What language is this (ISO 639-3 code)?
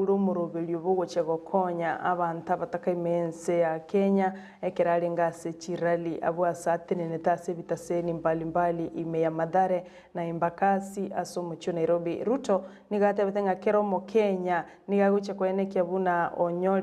guz